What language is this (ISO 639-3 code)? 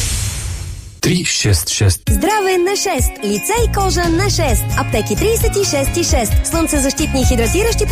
bul